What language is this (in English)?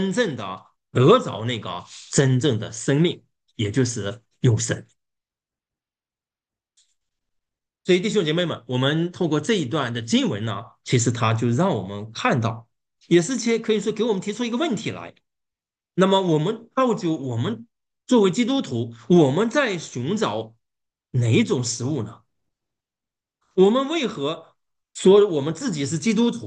Chinese